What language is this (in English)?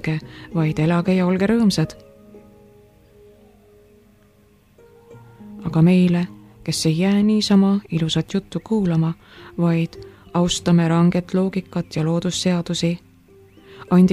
Estonian